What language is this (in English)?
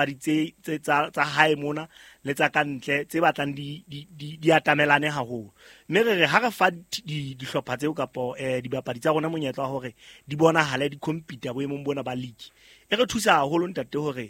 Southern Sotho